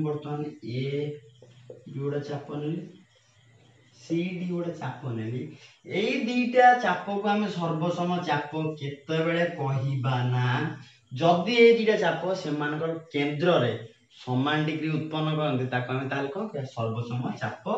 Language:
Odia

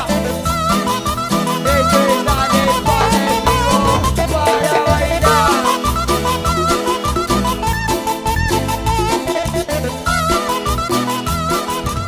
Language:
Spanish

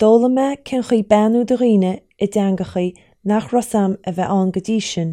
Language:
Irish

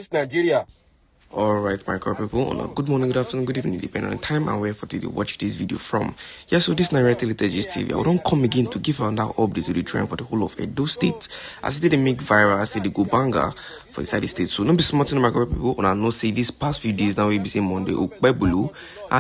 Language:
Nigerian Pidgin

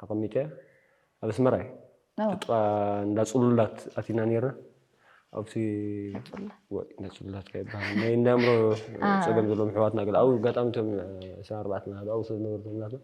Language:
Tigrinya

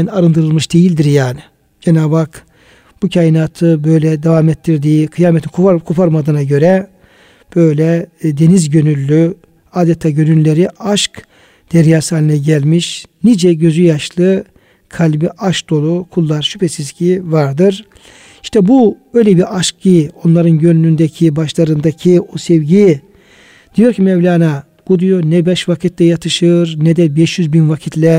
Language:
Turkish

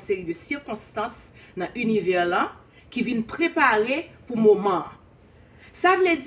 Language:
Haitian Creole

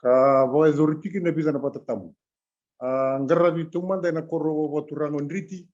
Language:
Fijian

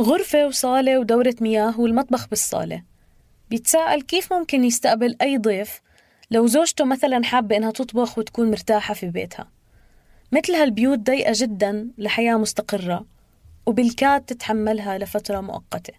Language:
North Levantine Arabic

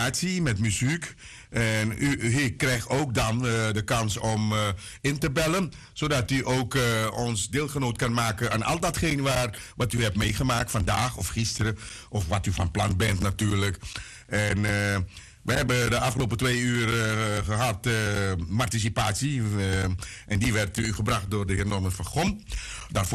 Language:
Dutch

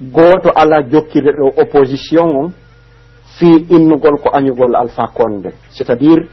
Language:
Pular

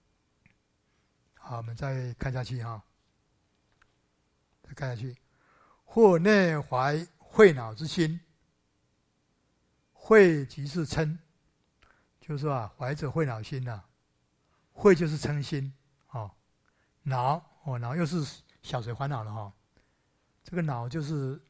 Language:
Chinese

